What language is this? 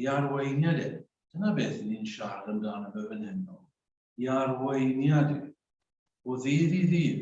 Welsh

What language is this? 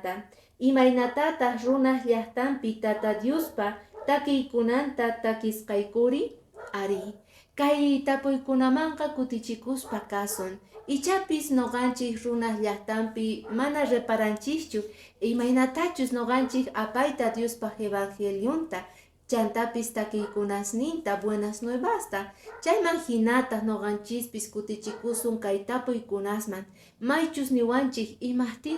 Quechua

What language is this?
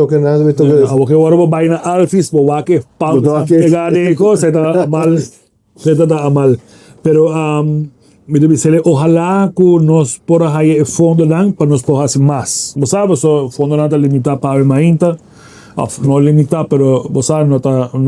Papiamento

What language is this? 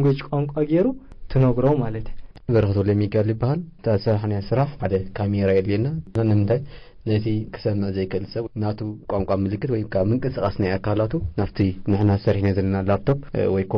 Tigrinya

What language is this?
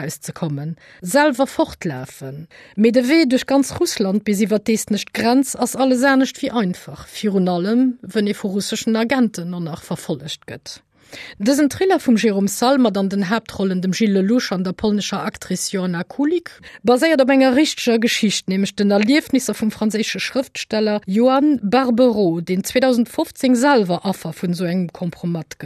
Luxembourgish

